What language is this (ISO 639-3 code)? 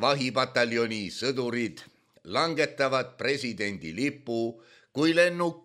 est